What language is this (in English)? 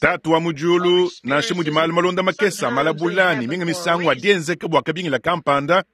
Luba-Lulua